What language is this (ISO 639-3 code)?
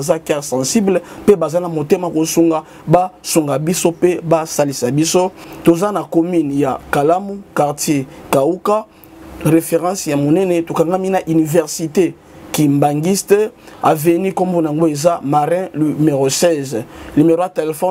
lin